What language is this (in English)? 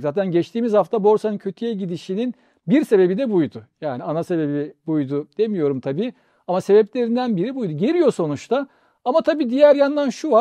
Turkish